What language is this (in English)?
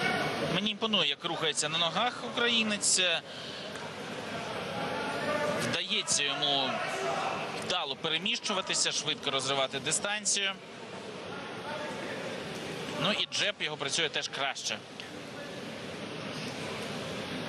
Ukrainian